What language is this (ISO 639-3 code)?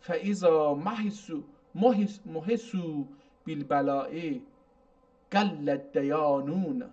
azb